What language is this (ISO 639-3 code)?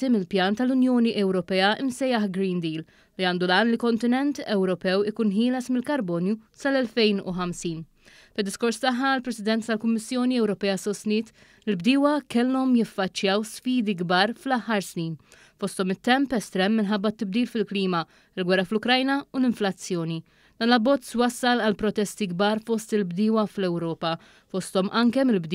mlt